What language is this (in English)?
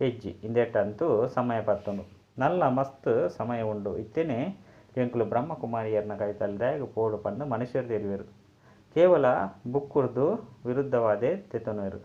Tulu